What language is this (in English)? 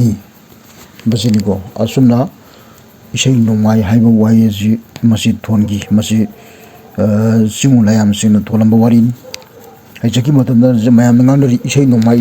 Manipuri